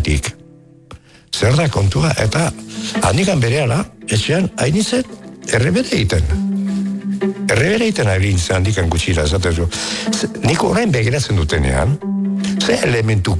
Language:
Basque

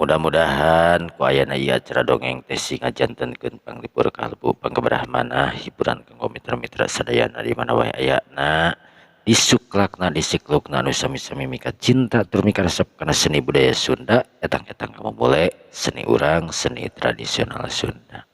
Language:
Sundanese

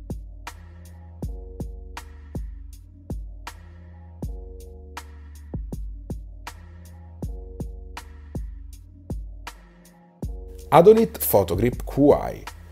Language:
Italian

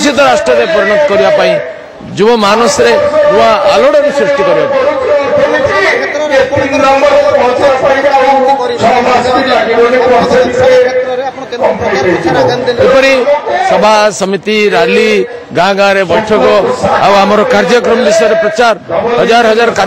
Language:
Odia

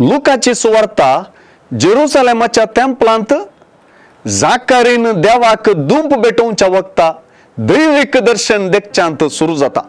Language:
Konkani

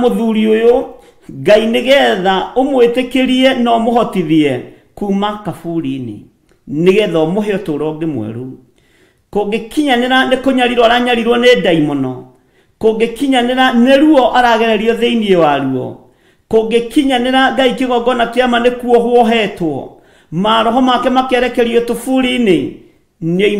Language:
Kikuyu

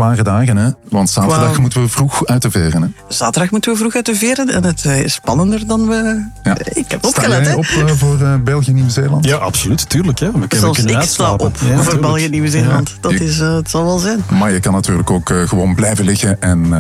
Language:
Dutch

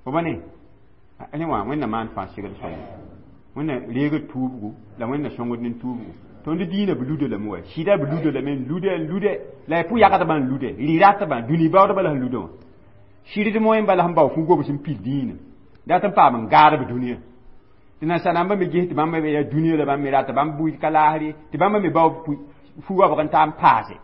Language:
Mossi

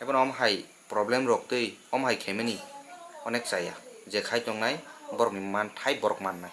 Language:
Kok Borok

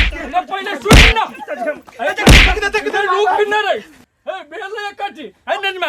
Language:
Maithili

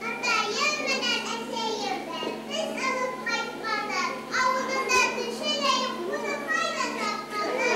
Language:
Bashkir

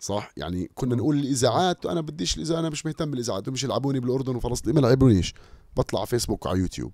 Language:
North Levantine Arabic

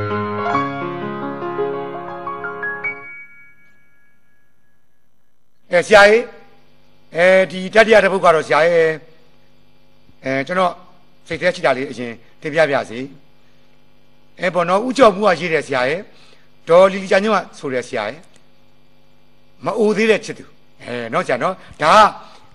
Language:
Burmese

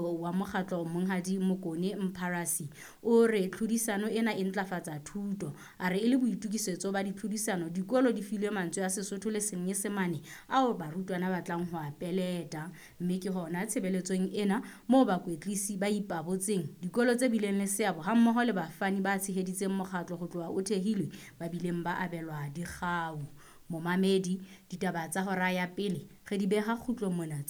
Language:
Southern Sotho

